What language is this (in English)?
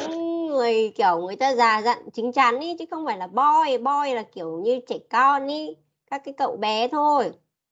Vietnamese